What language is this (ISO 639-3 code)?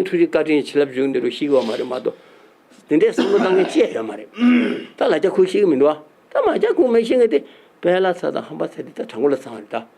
bod